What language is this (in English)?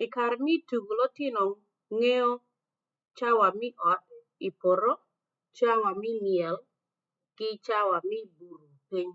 Acoli